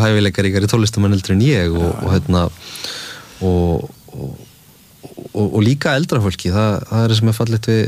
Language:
Icelandic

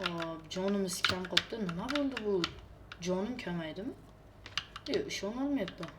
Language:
Uzbek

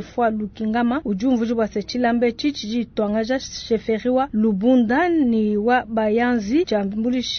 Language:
Luba-Lulua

